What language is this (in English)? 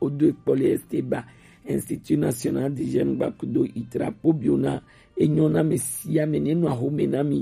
Gen